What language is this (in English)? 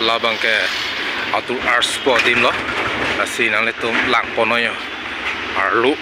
Karbi